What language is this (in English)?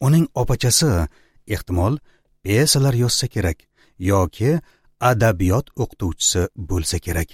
Uzbek